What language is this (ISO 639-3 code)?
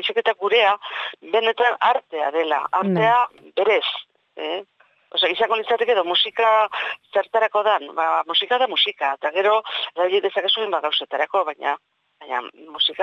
eus